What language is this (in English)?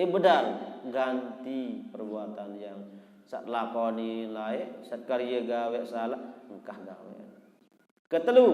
Sasak